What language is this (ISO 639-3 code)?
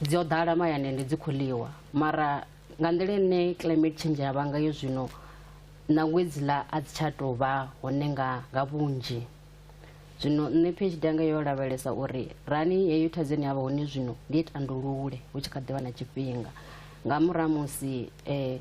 ven